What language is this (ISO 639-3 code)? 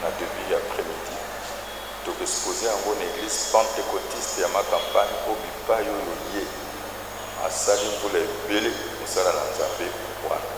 lin